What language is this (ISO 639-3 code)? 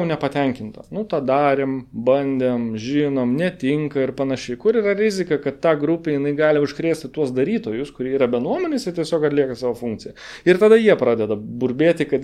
lit